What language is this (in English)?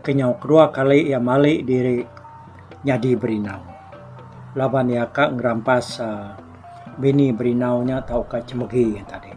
Iban